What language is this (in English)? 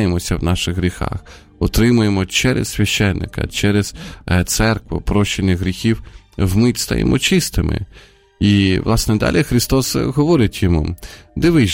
Ukrainian